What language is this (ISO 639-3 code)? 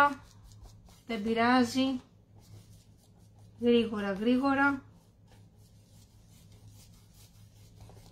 ell